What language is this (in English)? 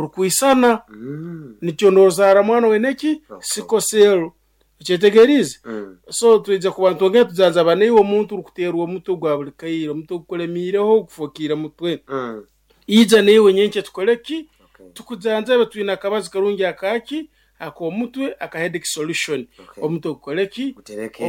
Nyoro